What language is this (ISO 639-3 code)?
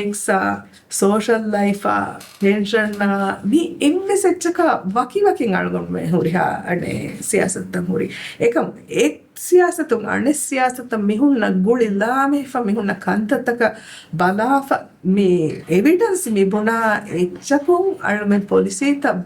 div